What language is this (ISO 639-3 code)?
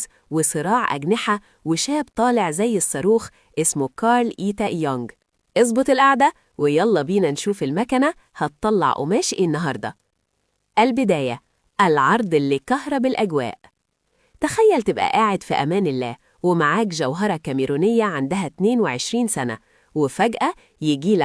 arz